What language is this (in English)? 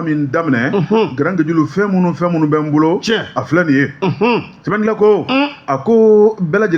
Bambara